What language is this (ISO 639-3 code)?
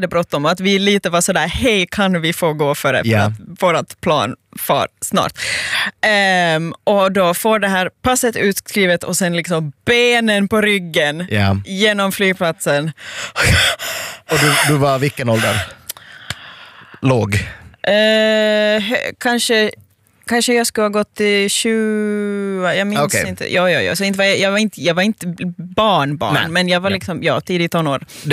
swe